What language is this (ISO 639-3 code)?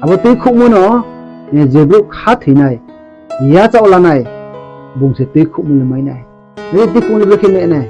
ria